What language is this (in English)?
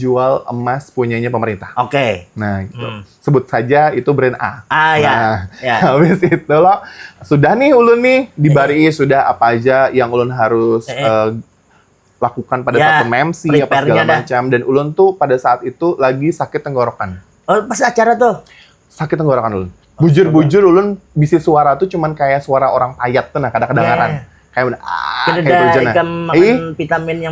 Banjar